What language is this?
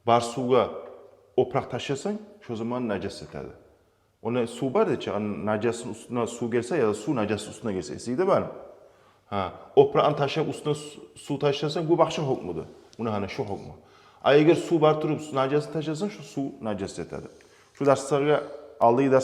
Kumyk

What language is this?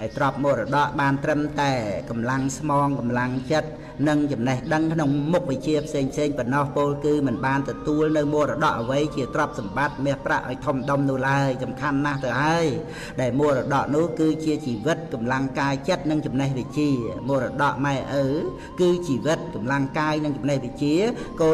Khmer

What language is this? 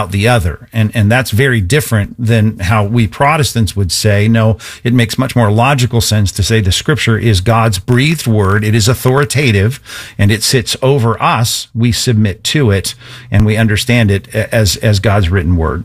English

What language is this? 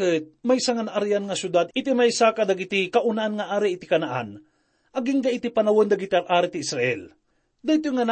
Iloko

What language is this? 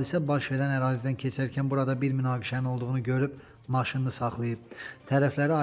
Azerbaijani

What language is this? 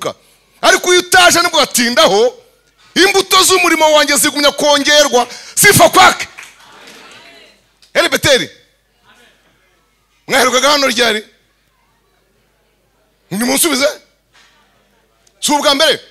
Kinyarwanda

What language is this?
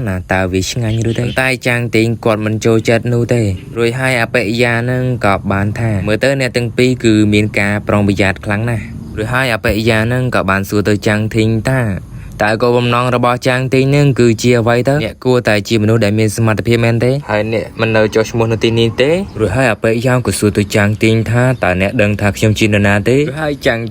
Khmer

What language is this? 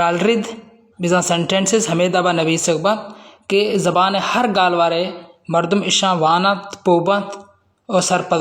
Baluchi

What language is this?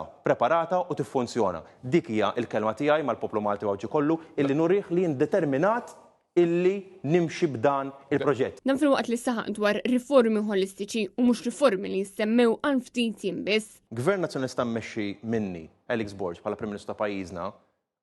Maltese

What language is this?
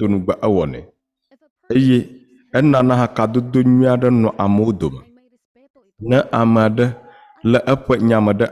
Ewe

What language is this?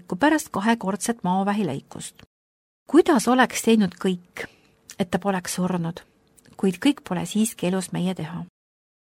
Estonian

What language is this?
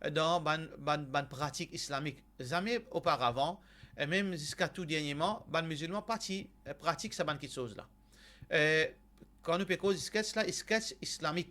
Morisyen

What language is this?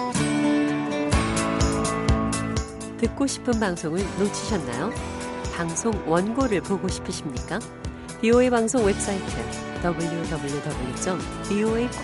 Korean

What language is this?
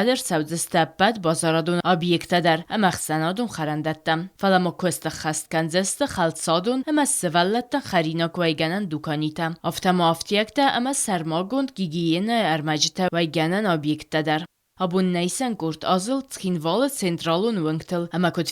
Ossetic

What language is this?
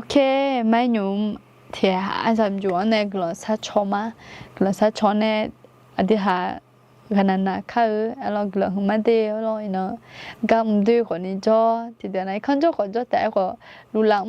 Akha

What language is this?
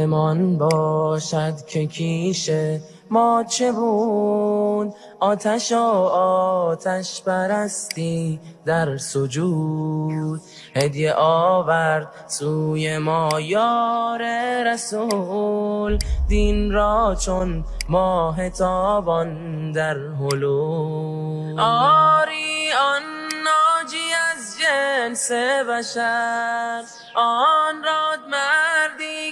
Tajik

